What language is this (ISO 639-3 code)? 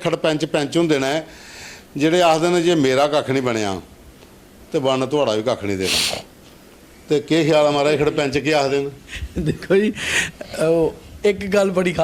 doi